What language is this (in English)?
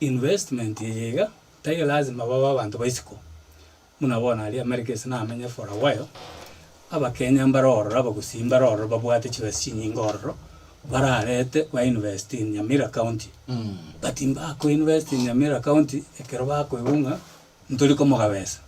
Gusii